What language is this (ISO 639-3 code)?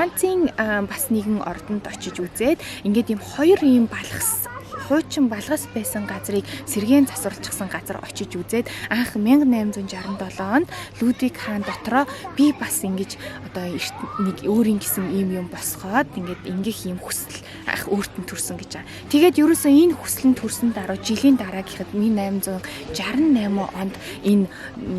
mon